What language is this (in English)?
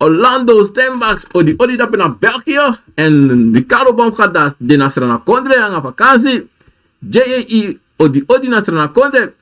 Sranan Tongo